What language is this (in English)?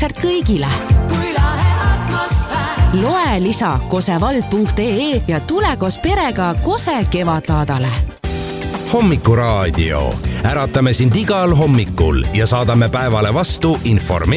Estonian